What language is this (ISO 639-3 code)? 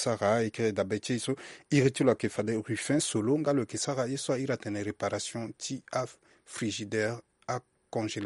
sag